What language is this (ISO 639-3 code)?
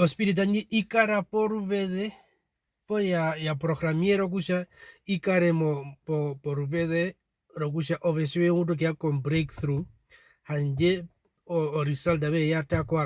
her